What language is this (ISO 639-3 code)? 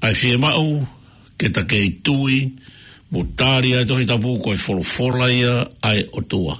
ton